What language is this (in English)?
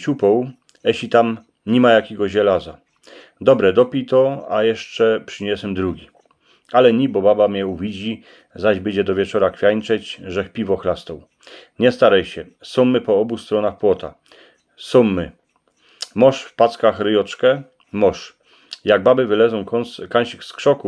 Silesian